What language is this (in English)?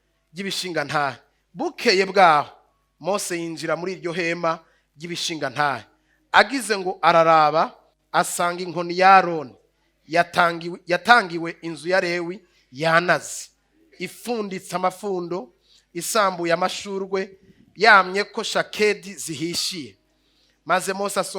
Rundi